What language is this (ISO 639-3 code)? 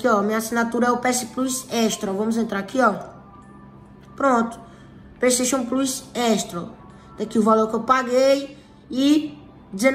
por